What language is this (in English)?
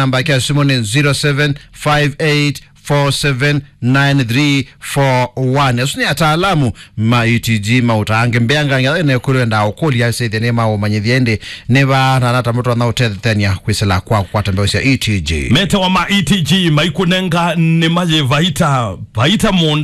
Kamba